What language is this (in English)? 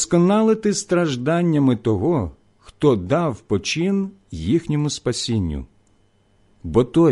Ukrainian